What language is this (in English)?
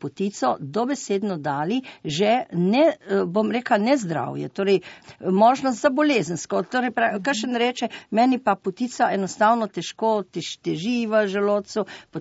Slovenian